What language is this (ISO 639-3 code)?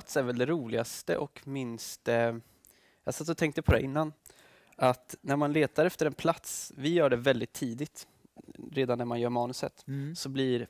swe